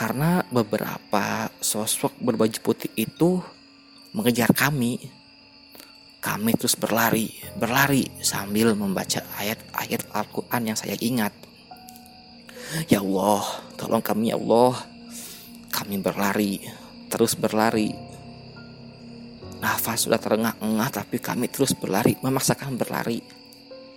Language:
Indonesian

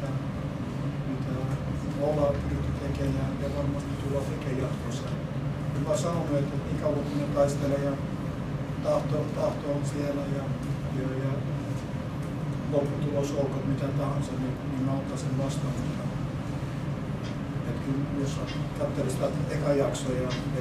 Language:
Finnish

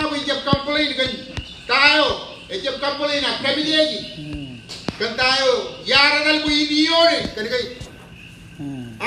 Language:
Marshallese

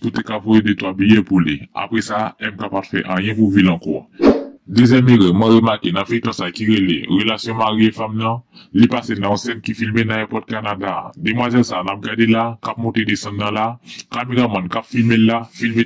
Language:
Haitian Creole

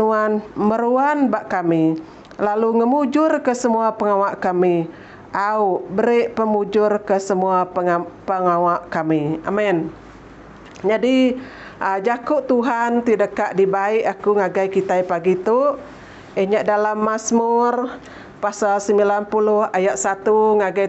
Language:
Iban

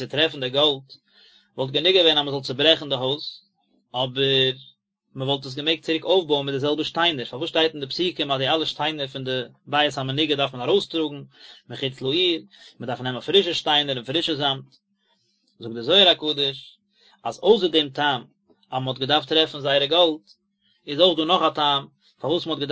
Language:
Yiddish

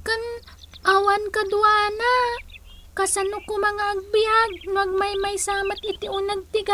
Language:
Iloko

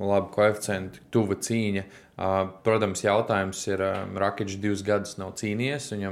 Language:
Latvian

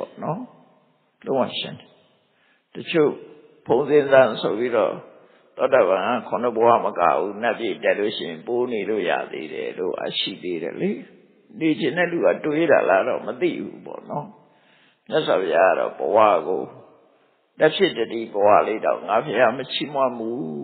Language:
Burmese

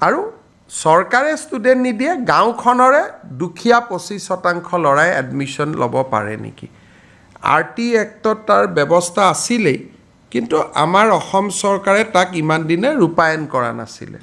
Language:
Assamese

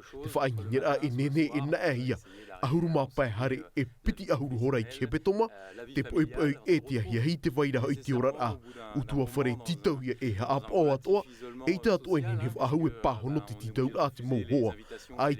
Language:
Tahitian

